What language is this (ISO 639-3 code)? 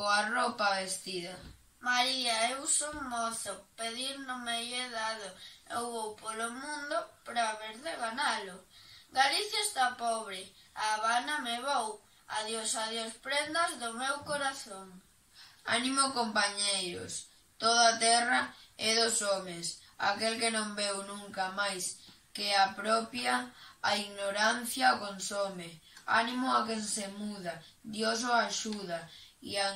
glg